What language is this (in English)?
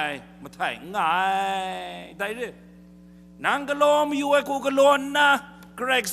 Kachin